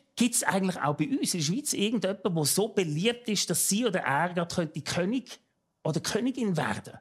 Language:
Swiss German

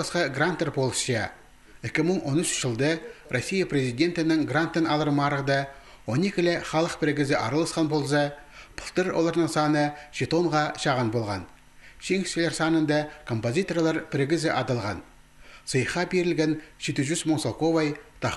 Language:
Khakas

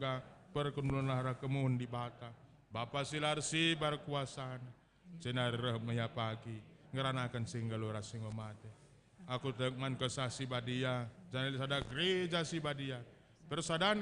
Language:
Batak Karo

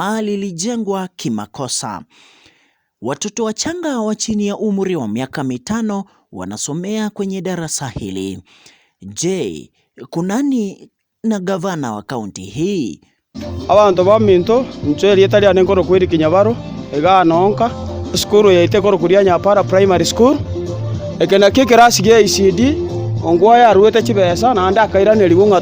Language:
Gusii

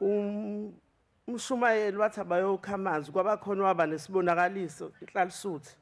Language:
Zulu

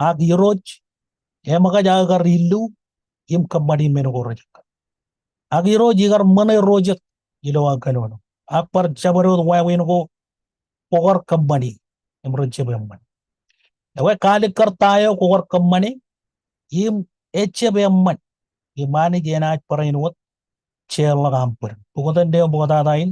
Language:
Marshallese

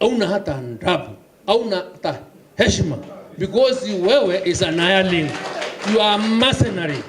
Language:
Meru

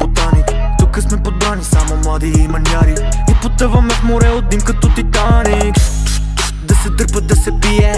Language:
Bulgarian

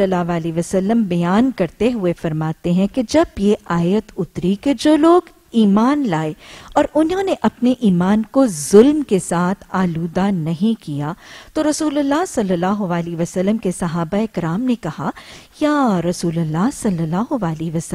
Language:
Urdu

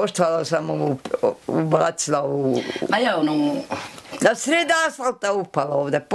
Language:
Bosnian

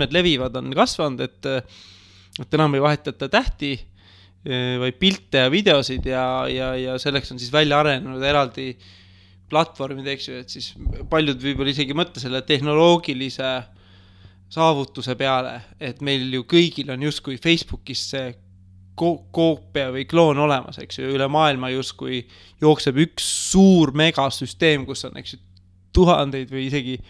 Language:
Estonian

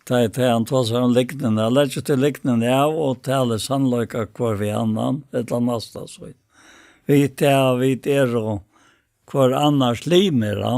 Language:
Faroese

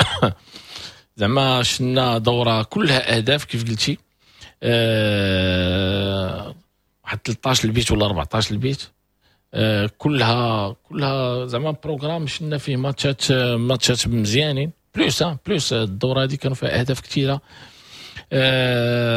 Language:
Moroccan Arabic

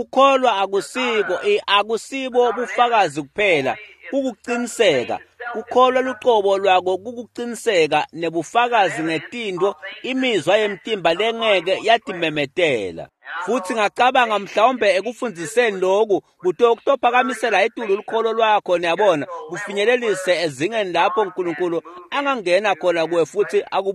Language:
Swati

